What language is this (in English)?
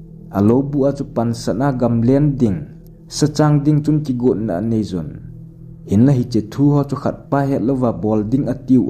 Thado Chin